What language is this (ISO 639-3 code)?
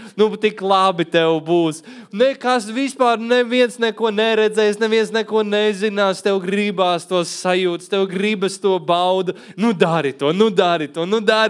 lav